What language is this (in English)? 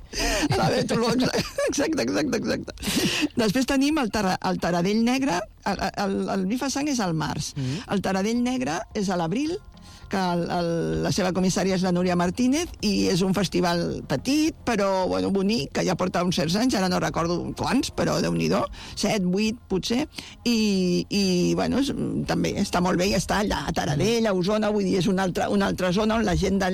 Catalan